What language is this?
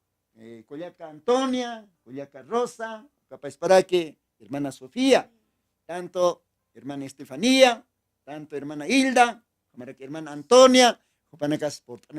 Aymara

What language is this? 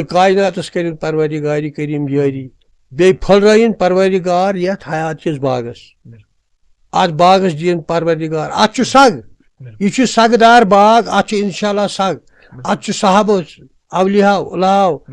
Kashmiri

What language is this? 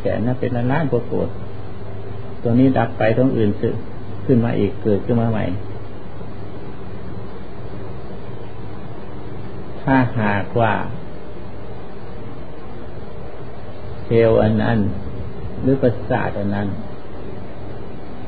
Thai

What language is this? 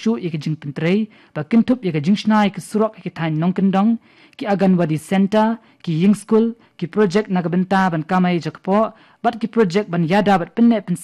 Khasi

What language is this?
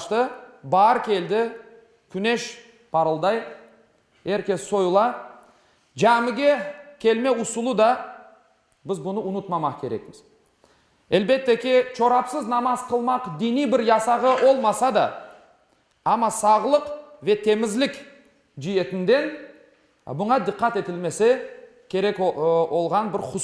Crimean Tatar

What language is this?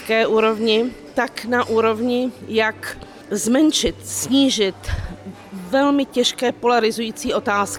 Czech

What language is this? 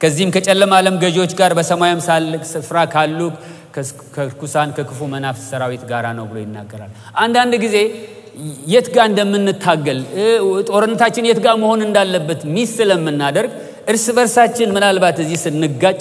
Amharic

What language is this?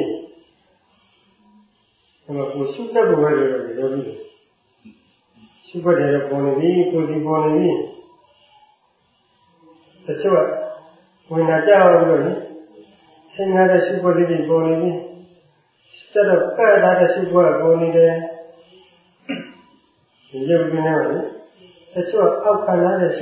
Burmese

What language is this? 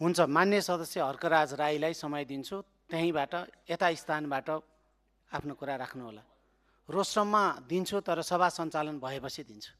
Nepali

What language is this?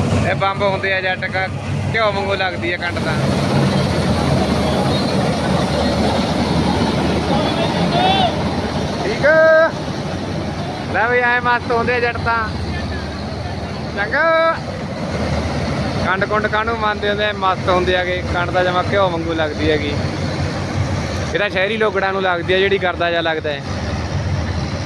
Punjabi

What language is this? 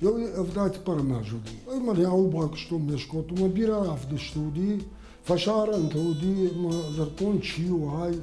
Ossetic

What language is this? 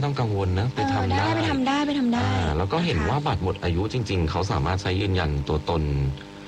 Thai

